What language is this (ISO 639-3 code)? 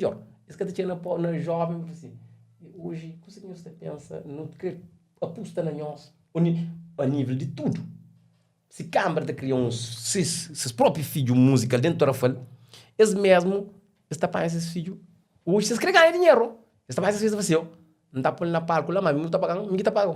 kea